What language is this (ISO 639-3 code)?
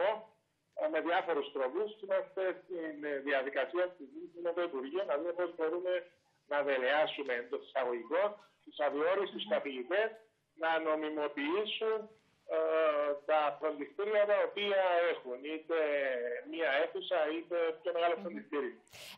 ell